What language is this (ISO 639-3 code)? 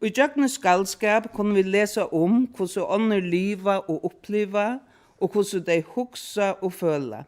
fao